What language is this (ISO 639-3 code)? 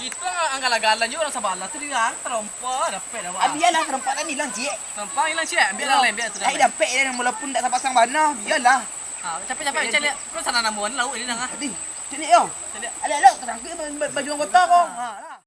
min